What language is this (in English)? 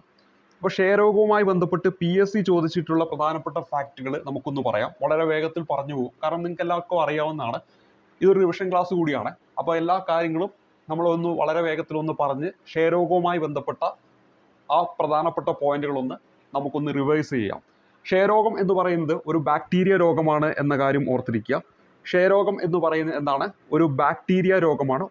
Malayalam